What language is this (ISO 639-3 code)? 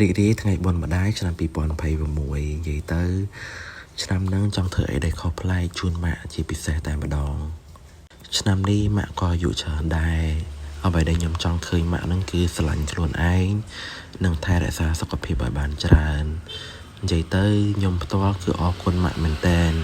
khm